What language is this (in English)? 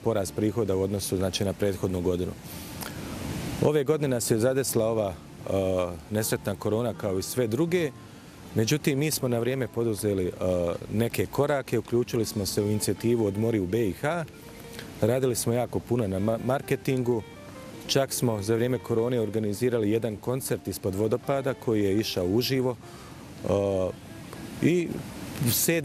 Bosnian